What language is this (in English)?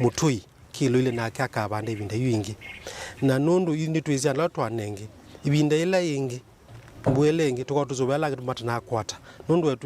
Kamba